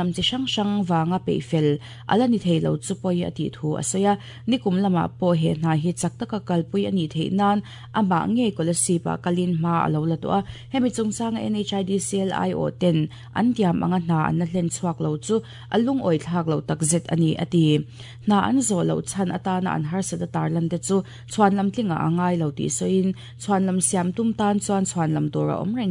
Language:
Mizo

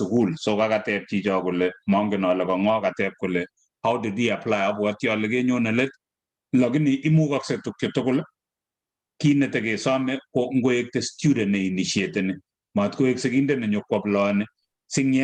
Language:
Kalenjin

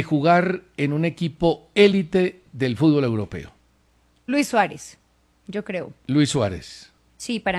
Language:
Spanish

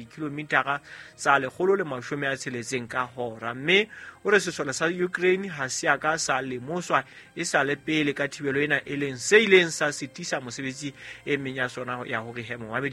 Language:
Southern Sotho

